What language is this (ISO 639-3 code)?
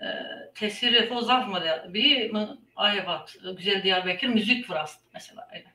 zza